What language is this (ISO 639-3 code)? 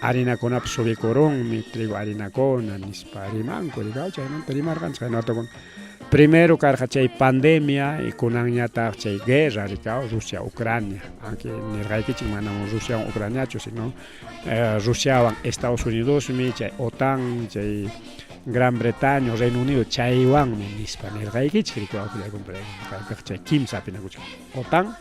quy